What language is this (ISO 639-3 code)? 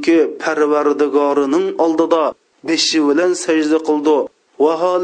uig